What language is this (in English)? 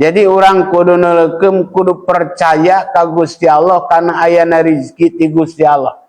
Sundanese